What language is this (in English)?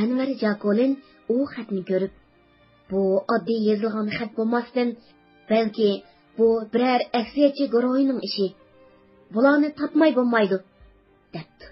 Uyghur